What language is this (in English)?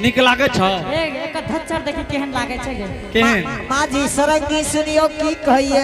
Angika